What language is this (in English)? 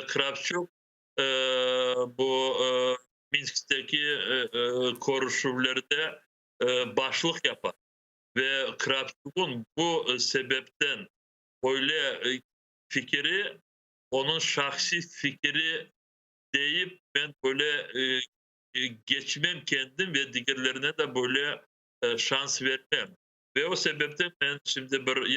Crimean Tatar